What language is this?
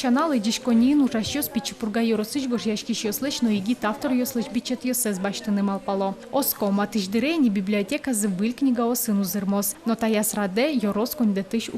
Udmurt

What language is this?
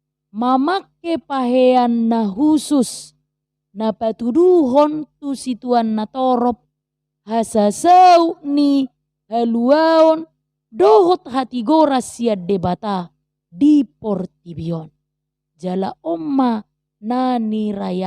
Batak Toba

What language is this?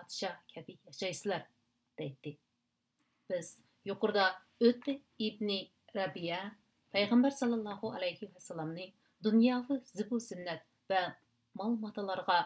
Uyghur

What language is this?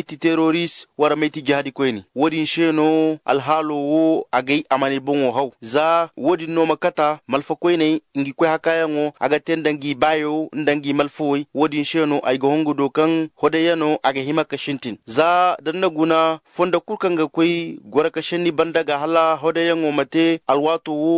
Zarma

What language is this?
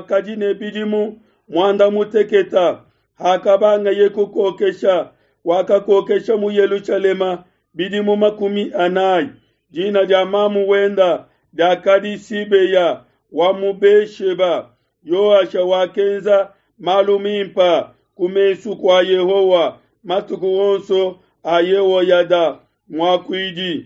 Luba-Lulua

